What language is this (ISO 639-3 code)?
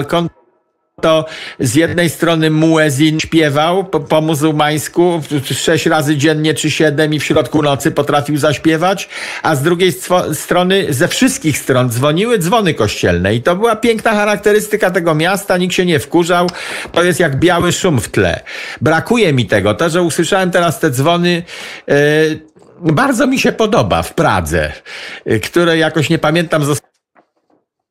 pol